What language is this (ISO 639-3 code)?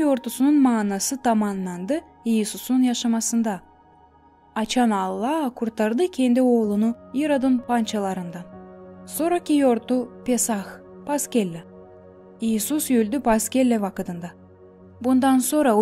gag